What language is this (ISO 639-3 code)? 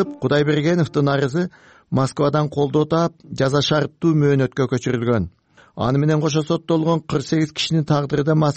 kir